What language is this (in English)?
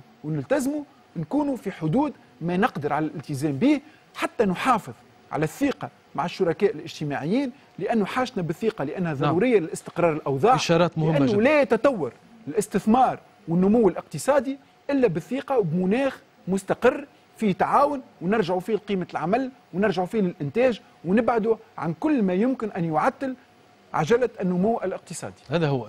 Tunisian Arabic